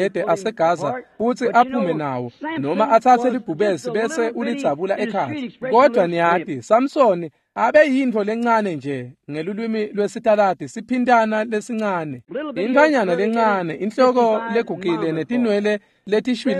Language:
Swati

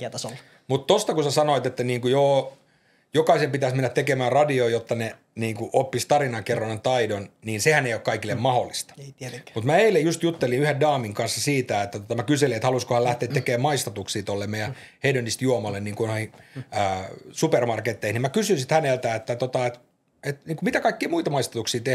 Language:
Finnish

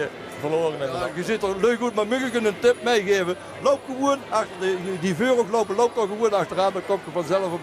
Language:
Limburgish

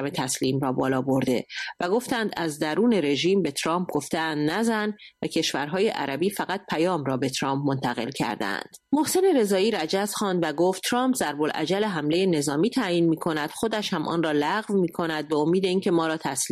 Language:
Persian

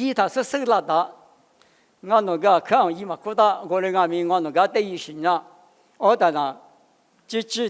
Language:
Lisu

